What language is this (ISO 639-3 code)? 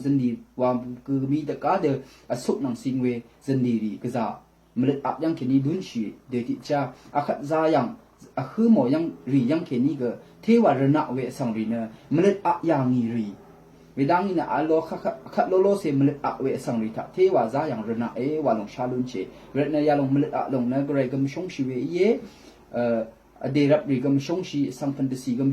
raw